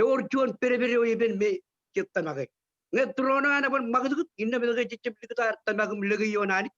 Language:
Marshallese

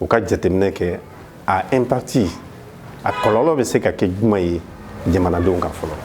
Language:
Bambara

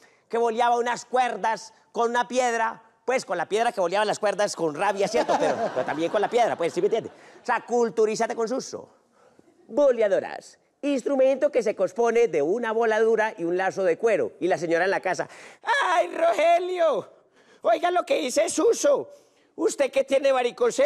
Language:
Spanish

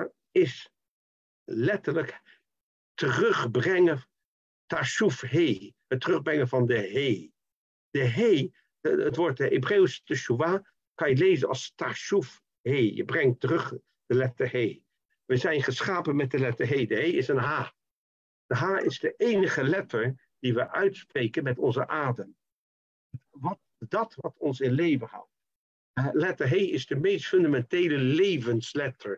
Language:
Dutch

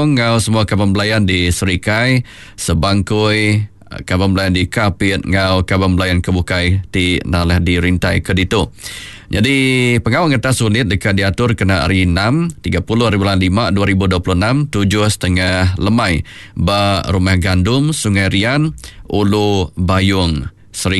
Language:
Iban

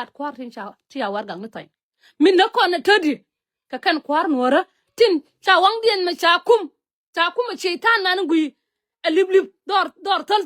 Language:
Nuer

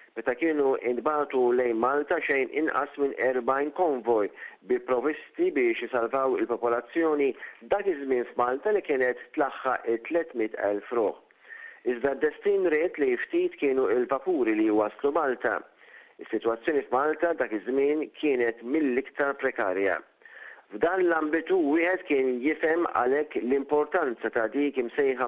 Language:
Maltese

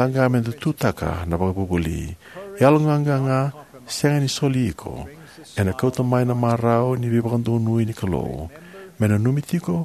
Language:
Fijian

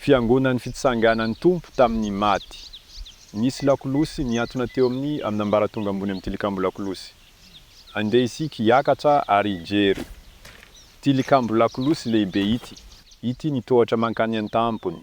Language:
Malagasy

